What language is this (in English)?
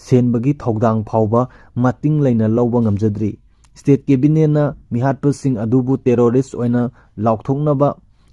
Manipuri